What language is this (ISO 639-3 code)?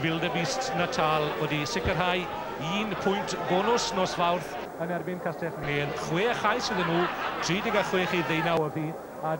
cym